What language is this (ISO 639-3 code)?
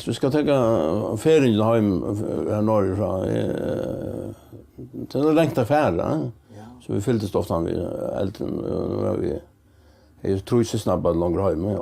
fao